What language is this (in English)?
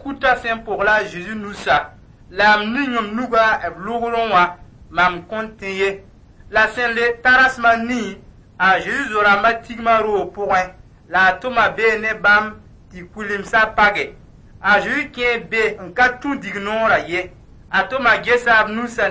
Mossi